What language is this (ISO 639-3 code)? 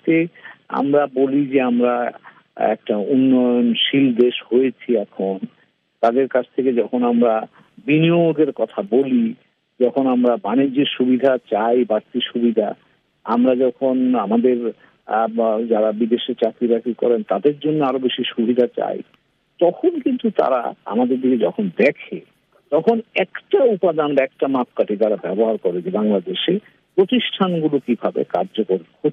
ben